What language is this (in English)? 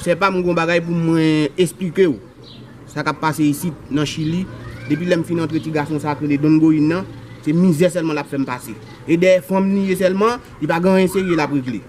Haitian Creole